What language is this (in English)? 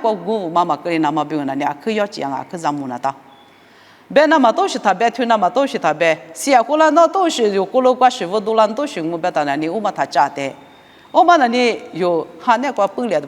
Lisu